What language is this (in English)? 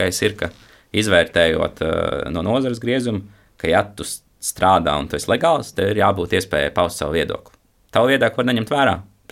Latvian